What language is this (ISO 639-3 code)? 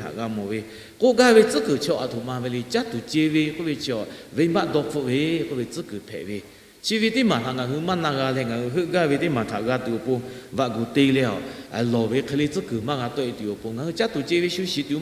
lhu